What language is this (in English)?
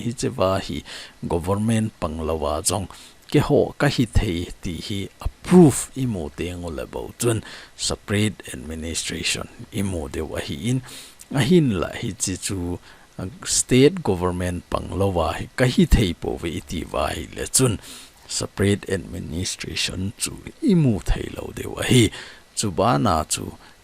Thado Chin